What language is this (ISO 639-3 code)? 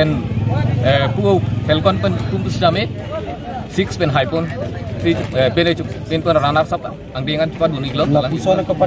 mjw